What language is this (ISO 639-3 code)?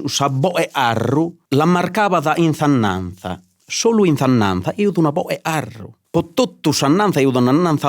srd